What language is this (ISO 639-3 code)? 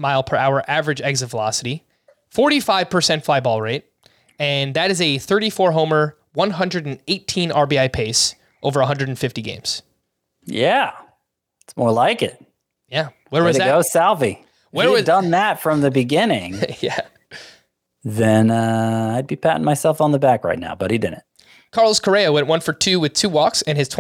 eng